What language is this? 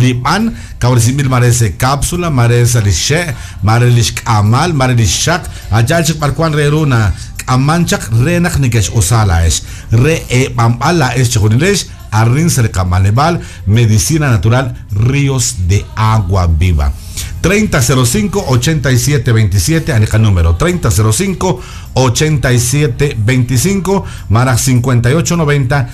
Kekchí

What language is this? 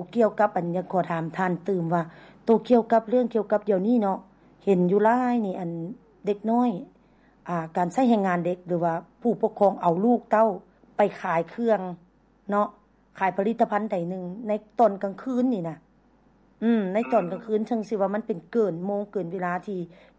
Lao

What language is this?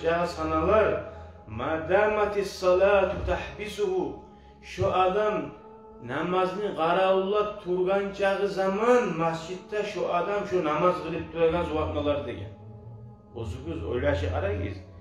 Kumyk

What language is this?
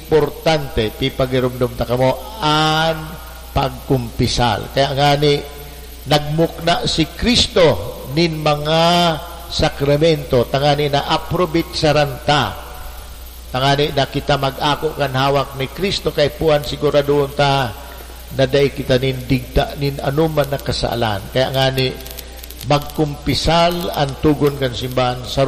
Bikol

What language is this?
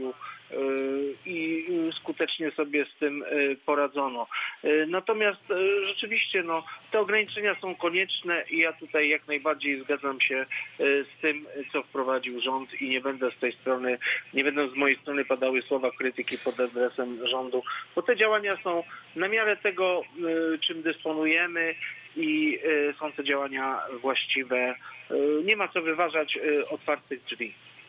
Polish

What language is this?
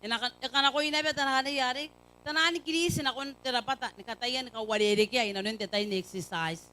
Gilbertese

